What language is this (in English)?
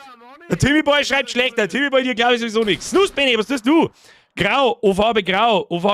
Bavarian